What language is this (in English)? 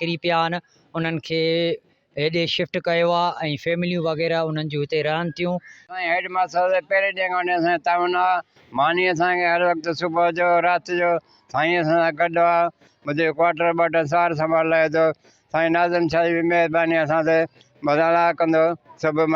Sindhi